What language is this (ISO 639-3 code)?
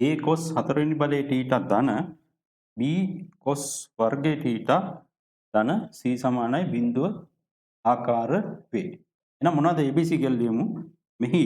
sin